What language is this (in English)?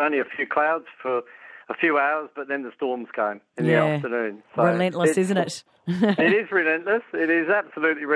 English